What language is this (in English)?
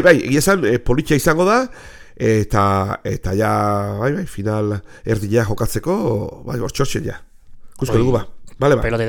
Basque